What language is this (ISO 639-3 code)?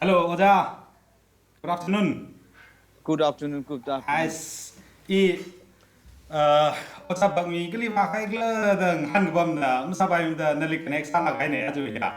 nmf